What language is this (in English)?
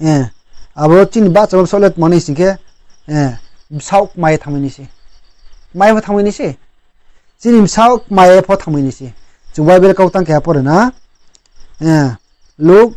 Riang (India)